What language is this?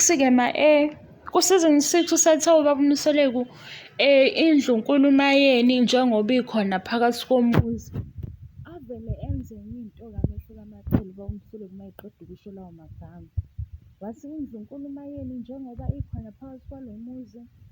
Zulu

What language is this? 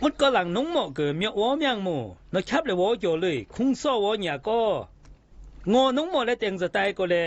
Zaiwa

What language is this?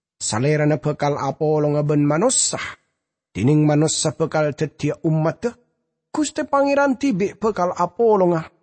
Madurese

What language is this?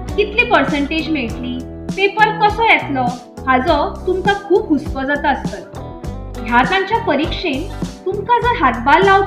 Konkani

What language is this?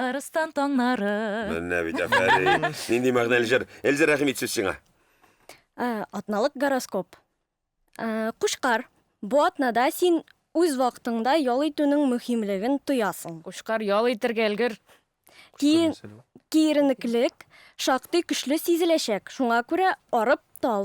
Tatar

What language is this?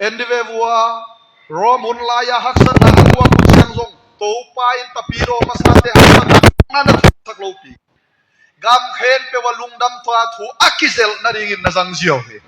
Tedim Chin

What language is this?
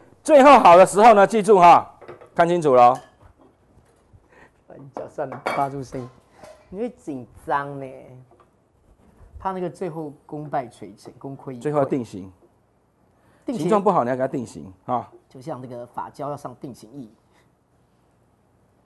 Chinese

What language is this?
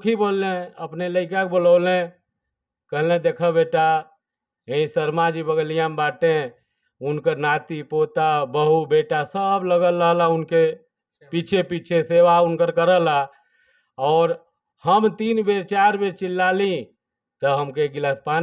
Bhojpuri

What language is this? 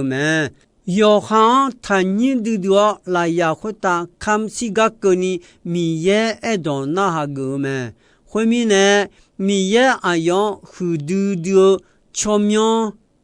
Akha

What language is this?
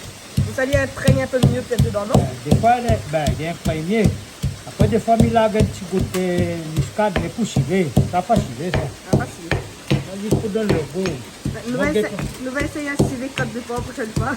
Réunion Creole French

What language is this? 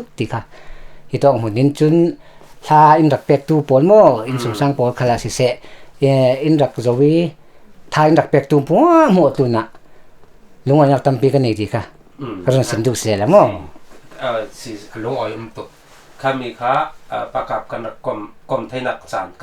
Falam Chin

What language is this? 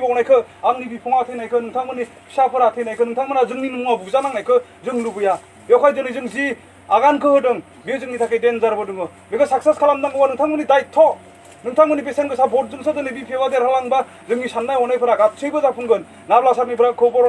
Bodo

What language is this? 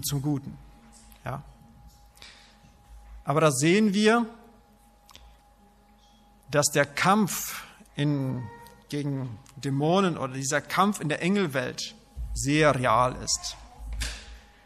German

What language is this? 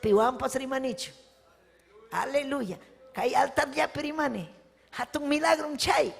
Ayacucho Quechua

